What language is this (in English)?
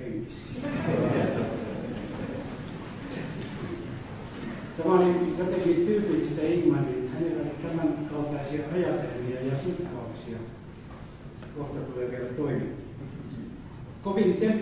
Finnish